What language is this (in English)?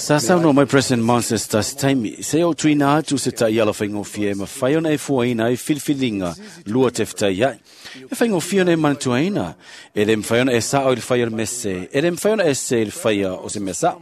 Samoan